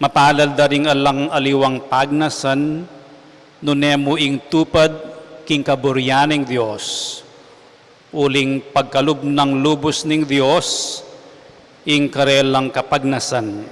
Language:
Pampanga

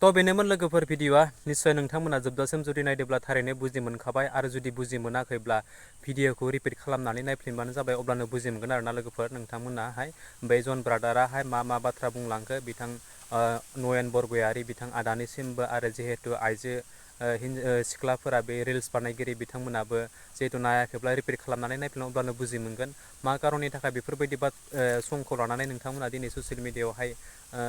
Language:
Bodo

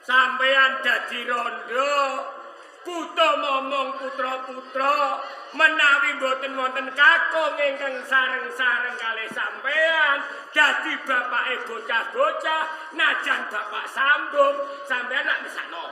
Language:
Javanese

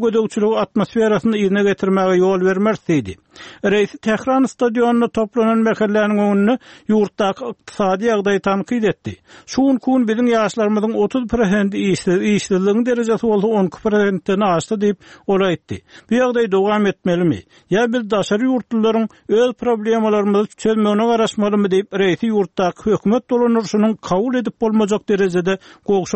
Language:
Turkmen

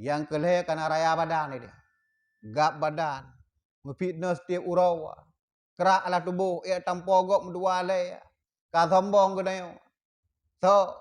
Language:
Achinese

